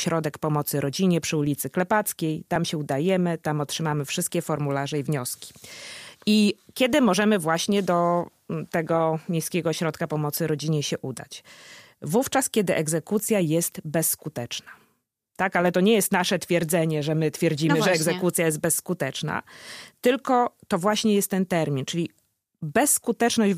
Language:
Polish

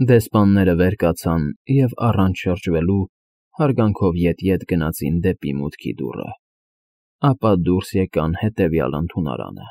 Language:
Armenian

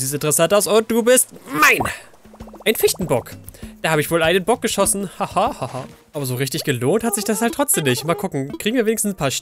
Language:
German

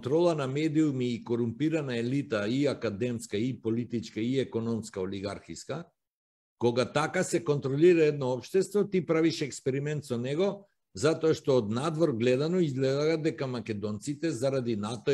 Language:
Macedonian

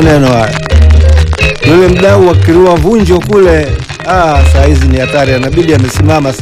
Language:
Swahili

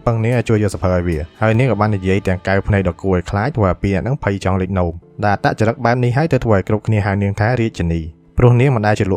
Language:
Khmer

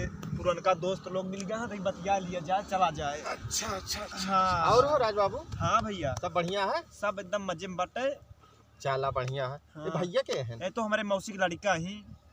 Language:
Awadhi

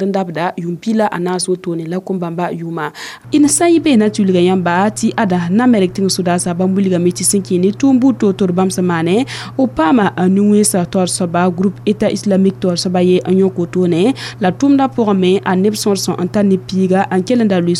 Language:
Mossi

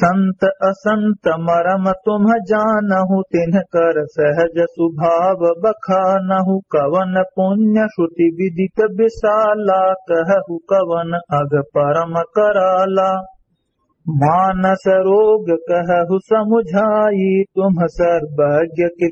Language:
Awadhi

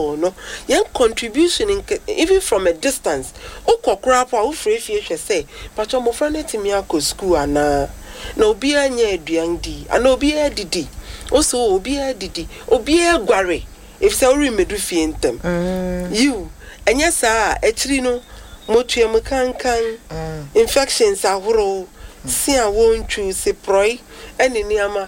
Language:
Akan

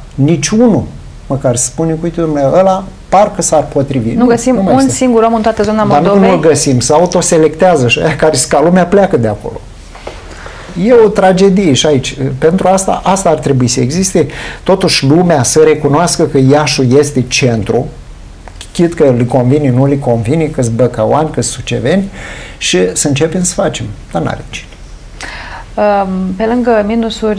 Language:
Romanian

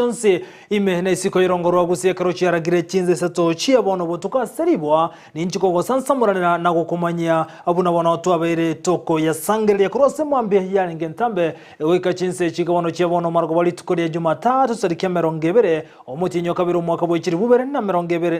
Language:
Gusii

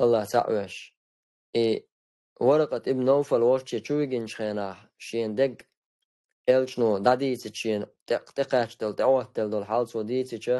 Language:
Chechen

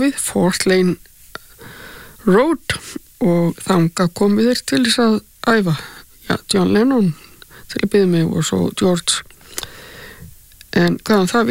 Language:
Icelandic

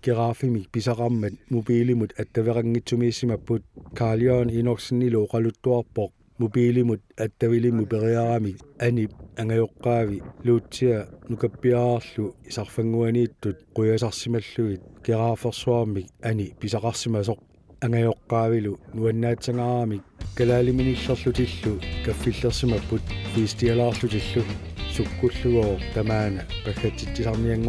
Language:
Kalaallisut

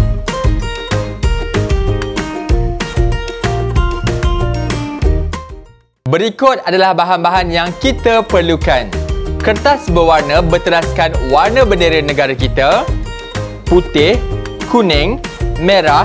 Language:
Malay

